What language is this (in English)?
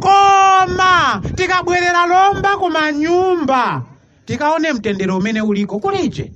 Nyanja